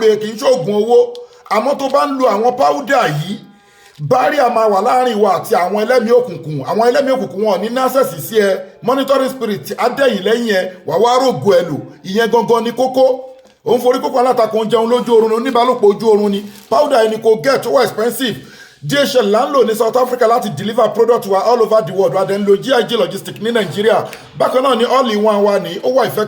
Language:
Yoruba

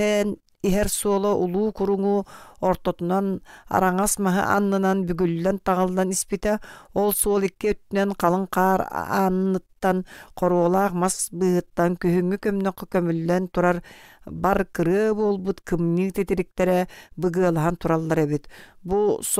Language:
Yakut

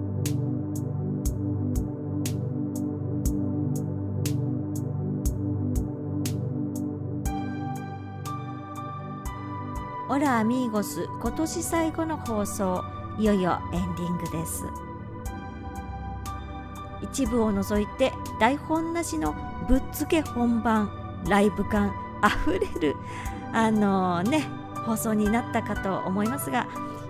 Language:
Japanese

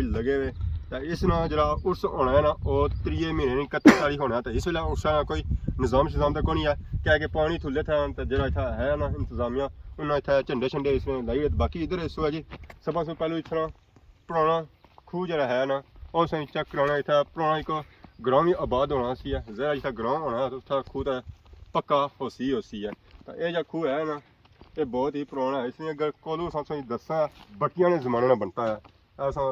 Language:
Pahari-Potwari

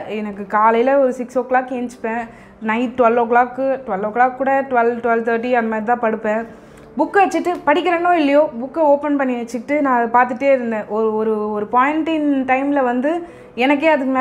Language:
Tamil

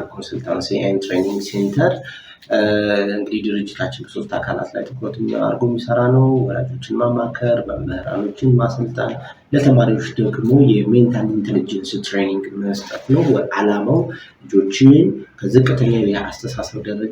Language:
Amharic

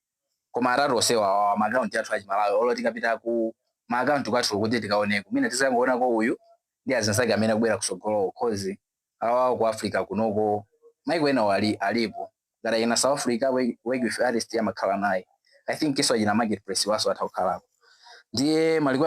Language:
Nyanja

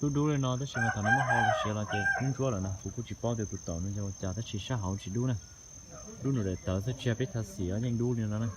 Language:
Hmong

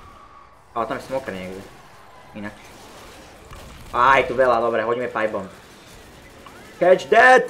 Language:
Slovak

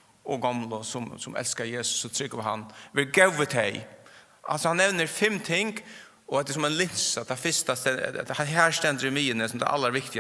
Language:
Faroese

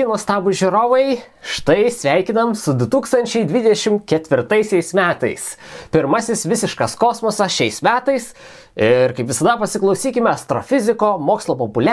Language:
Lithuanian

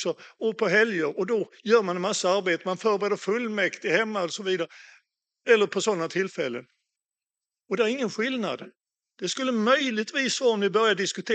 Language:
Swedish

